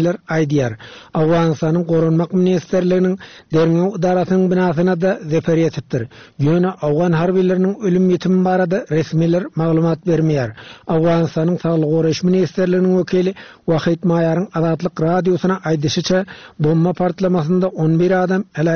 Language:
Turkmen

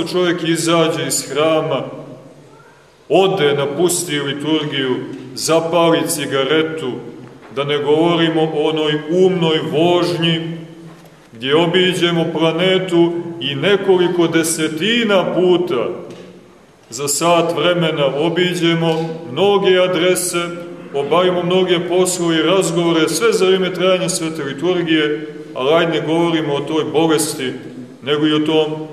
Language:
Serbian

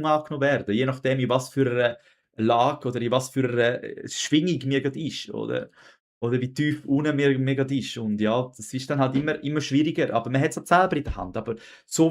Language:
Swiss German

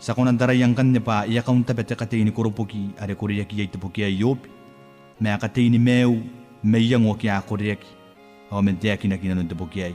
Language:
Gilbertese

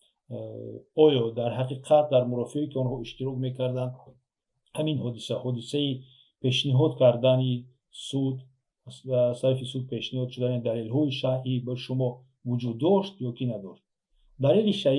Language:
Tajik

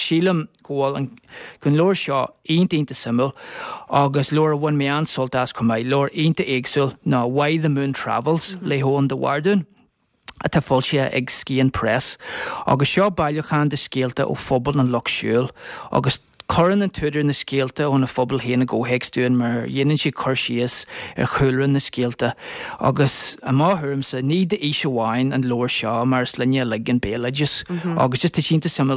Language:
Irish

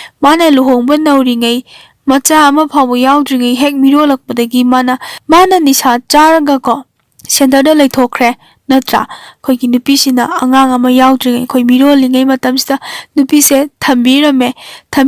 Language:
Manipuri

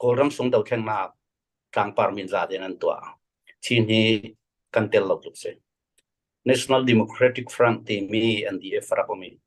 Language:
Falam Chin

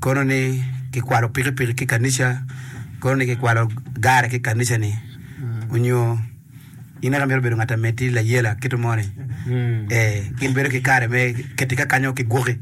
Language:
Acoli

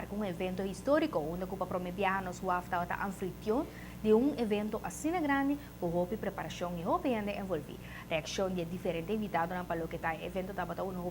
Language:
Papiamento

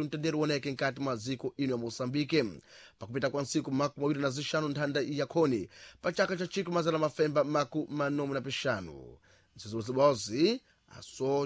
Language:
Sena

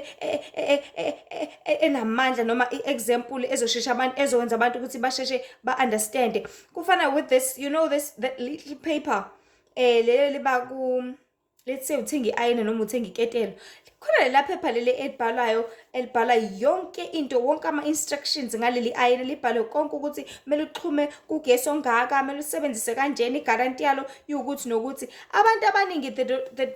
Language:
Zulu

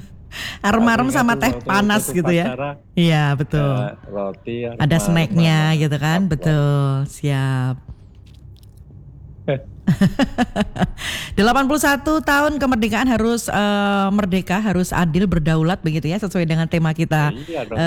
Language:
Indonesian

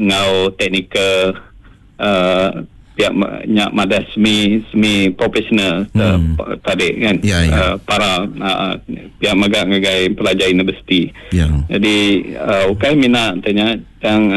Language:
Iban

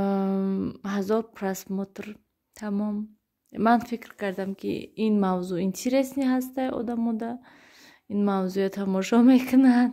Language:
Tajik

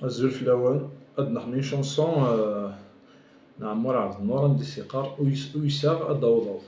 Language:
Kabyle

